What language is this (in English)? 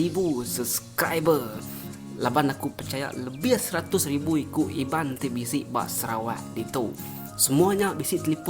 Iban